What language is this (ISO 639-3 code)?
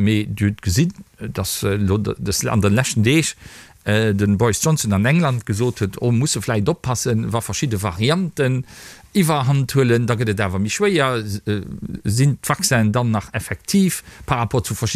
ltz